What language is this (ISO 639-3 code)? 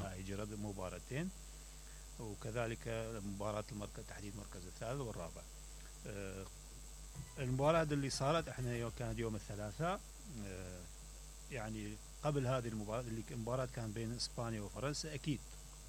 acm